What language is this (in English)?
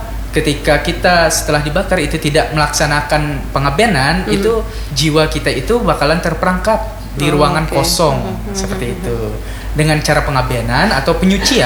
Indonesian